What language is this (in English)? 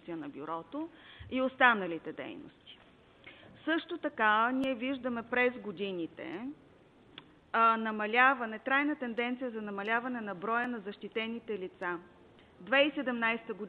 Bulgarian